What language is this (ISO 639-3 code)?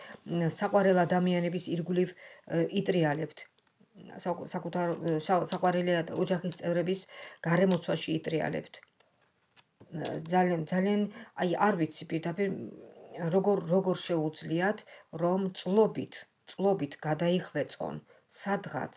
kat